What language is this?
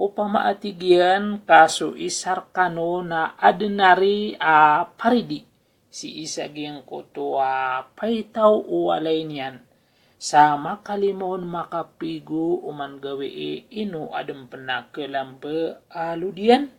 Maranao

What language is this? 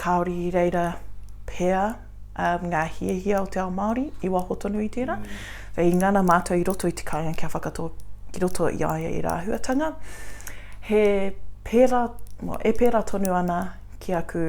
Māori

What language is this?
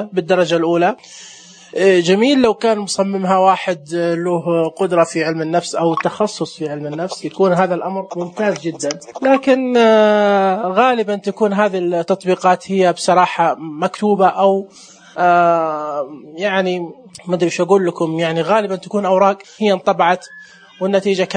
Najdi Arabic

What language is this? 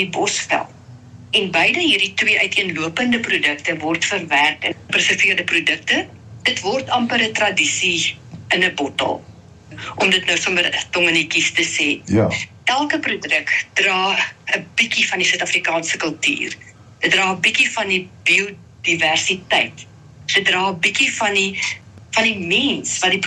Afrikaans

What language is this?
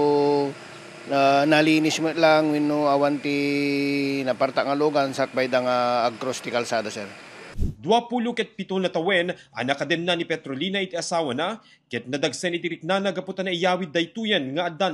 Iloko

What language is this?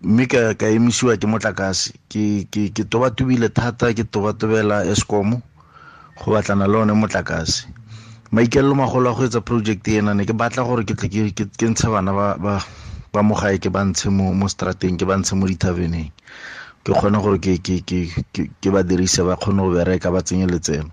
Tswana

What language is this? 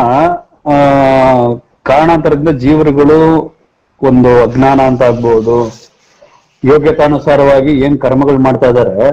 Kannada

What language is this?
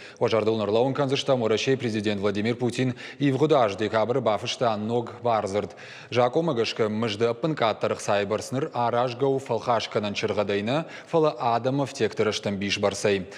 Ossetic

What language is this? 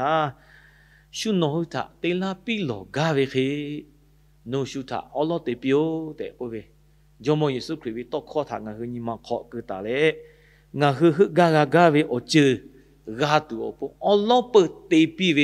Lahu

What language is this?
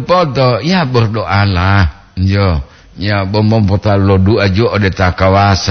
Gorontalo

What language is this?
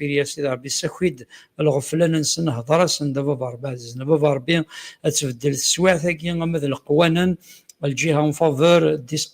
Kabyle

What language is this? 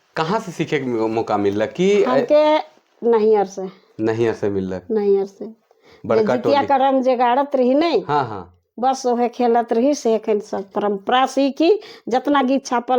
Sadri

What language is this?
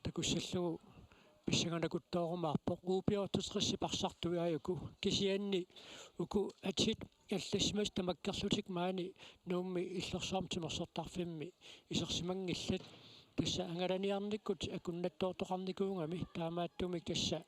Kalaallisut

